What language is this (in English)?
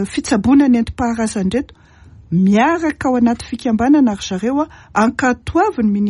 Malagasy